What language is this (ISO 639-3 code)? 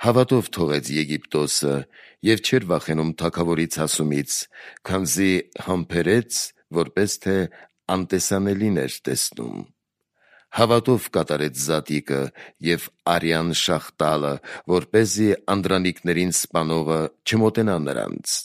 hye